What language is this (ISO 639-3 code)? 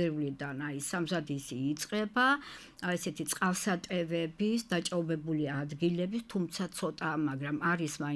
kat